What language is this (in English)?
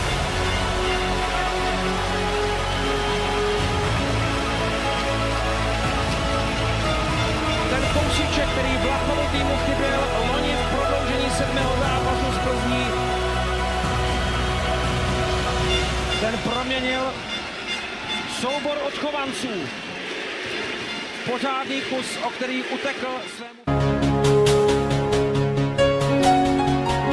Czech